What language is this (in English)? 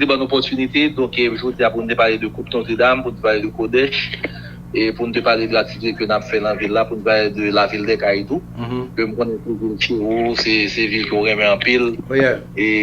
Haitian Creole